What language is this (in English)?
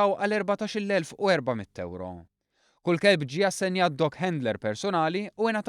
Maltese